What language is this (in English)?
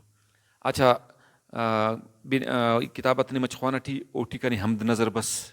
Brahui